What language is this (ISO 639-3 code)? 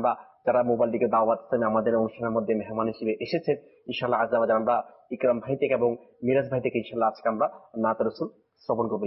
ben